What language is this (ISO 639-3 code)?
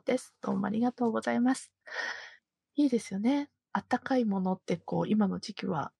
jpn